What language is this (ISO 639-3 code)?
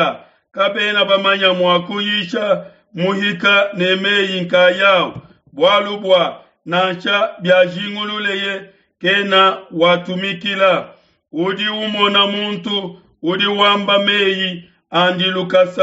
lua